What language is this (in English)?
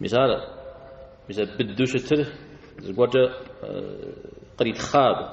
Kabardian